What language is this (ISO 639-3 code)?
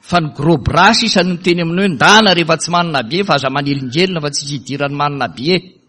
mlg